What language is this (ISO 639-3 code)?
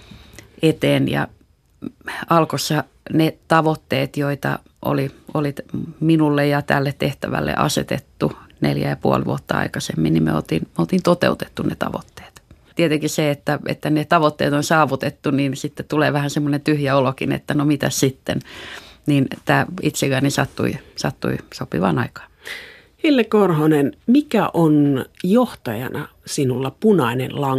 fin